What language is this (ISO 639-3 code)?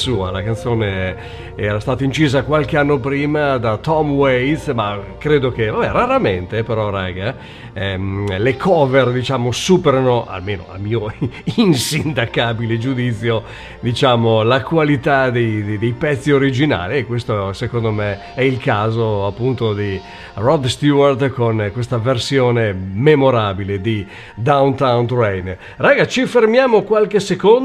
ita